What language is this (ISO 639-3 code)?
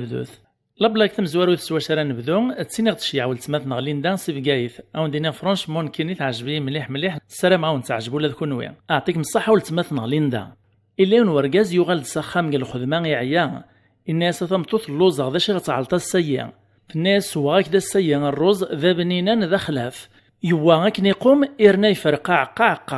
kab